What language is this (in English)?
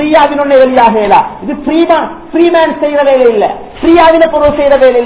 Tamil